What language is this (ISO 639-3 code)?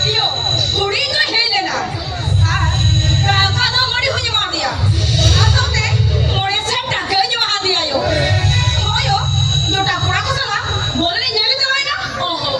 sat